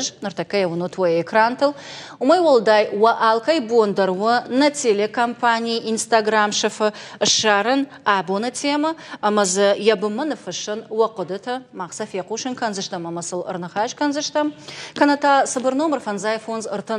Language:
Ossetic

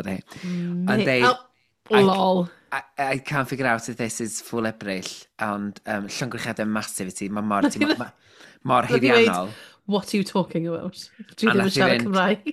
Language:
Welsh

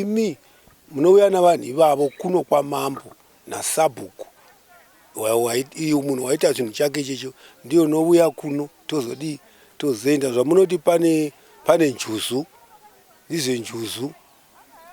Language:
Shona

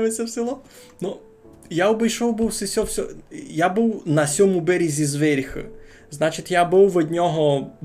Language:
Rusyn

